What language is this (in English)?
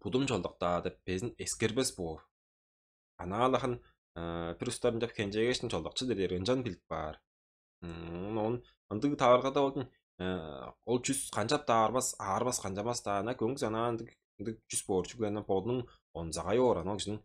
Tuvinian